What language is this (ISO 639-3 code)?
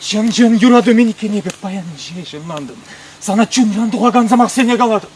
chv